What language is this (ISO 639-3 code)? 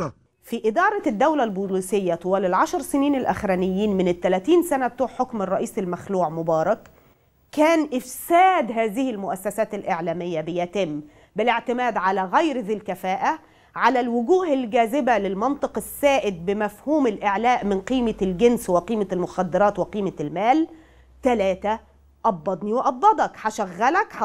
arz